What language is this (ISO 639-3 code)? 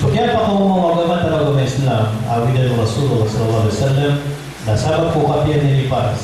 mrw